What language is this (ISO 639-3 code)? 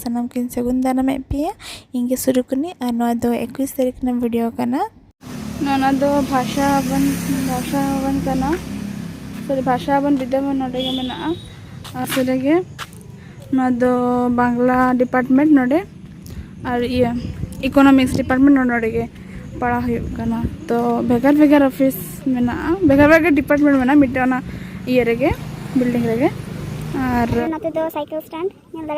sat